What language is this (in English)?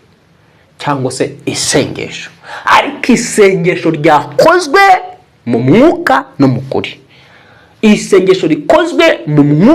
Kinyarwanda